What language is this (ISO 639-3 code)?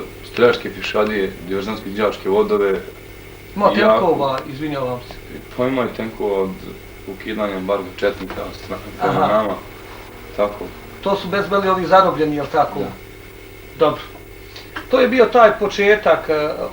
bos